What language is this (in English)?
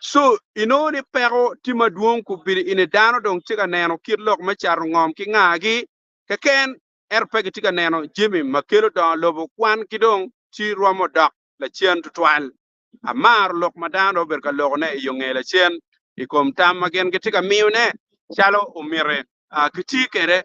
Acoli